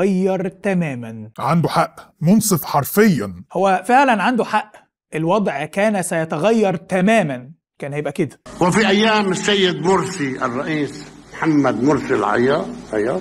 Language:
Egyptian Arabic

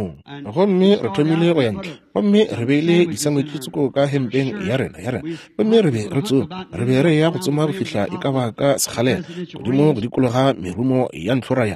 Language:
Northern Sotho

